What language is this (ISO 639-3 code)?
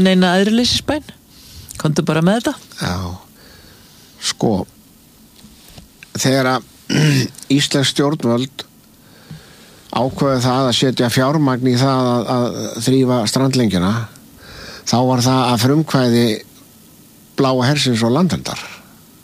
isl